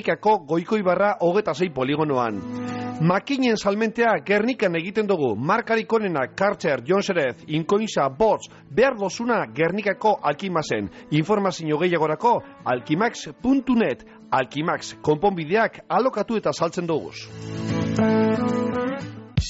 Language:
Basque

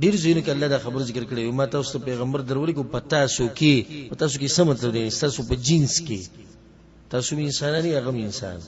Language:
Pashto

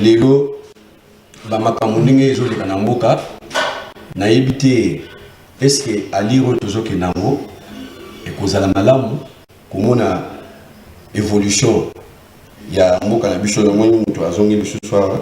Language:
Lingala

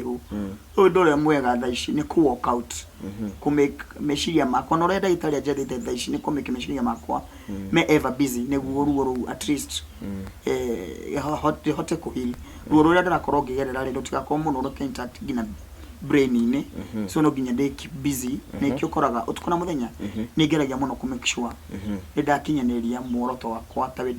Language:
Kikuyu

